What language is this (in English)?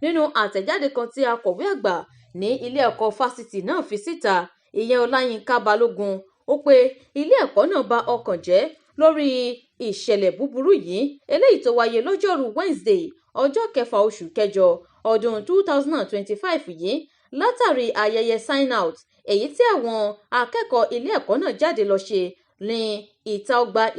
Yoruba